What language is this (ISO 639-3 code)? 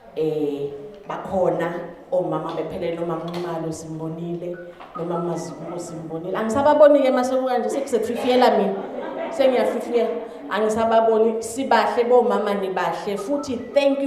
zul